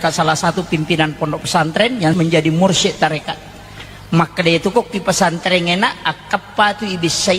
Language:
Buginese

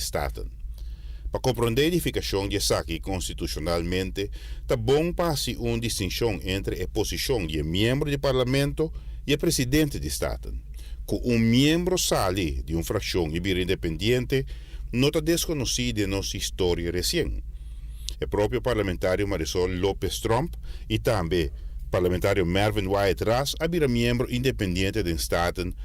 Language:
Papiamento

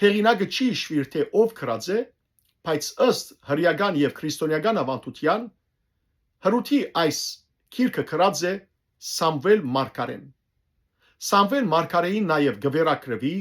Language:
Western Armenian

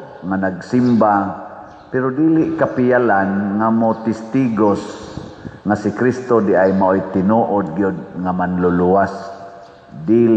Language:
Cebuano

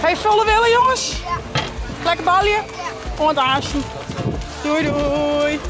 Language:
Western Frisian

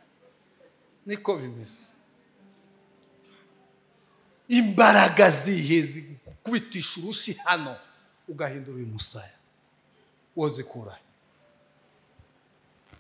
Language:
Kinyarwanda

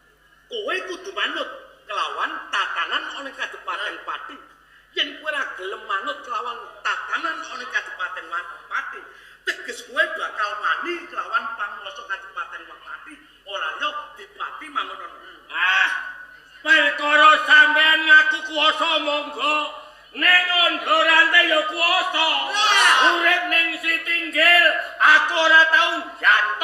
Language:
Javanese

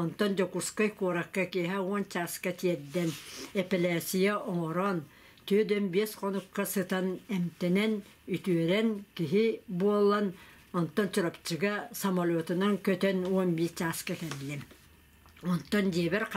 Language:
Yakut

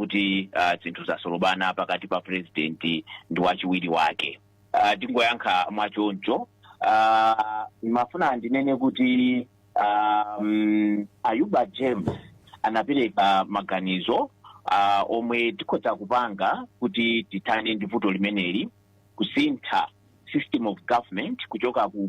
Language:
Nyanja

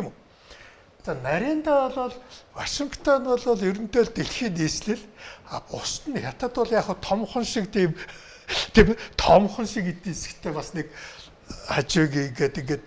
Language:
Mongolian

